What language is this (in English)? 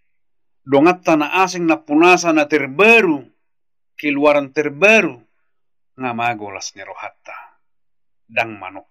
Batak Toba